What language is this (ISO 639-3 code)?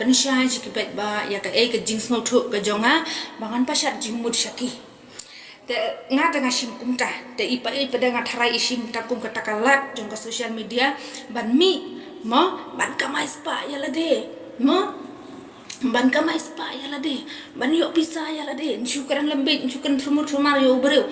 kha